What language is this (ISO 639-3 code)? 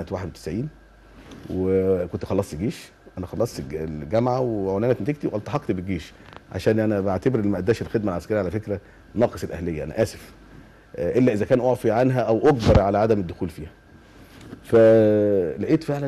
arz